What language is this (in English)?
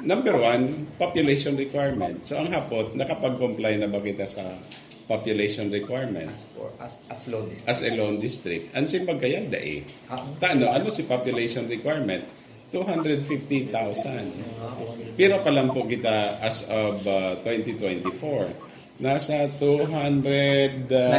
Bikol